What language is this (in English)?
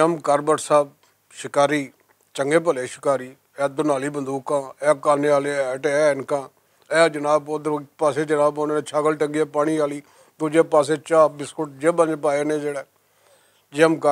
Western Panjabi